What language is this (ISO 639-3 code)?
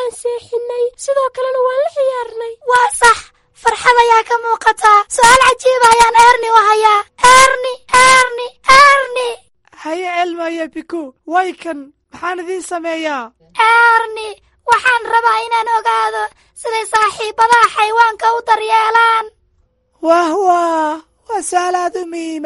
som